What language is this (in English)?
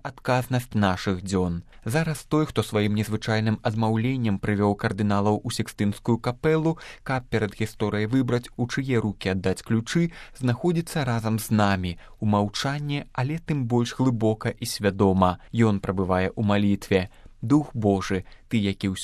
Belarusian